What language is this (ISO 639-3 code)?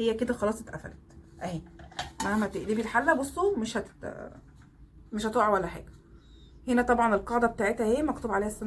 arz